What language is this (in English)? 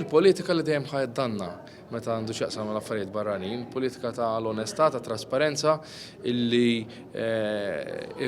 Maltese